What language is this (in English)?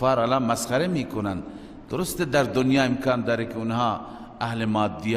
Persian